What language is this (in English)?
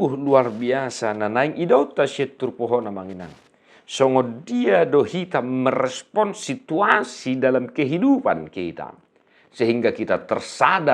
Batak Toba